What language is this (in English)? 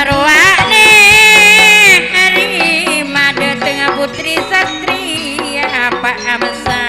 Madurese